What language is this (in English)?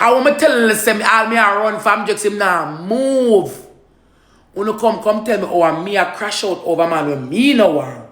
Jamaican Creole English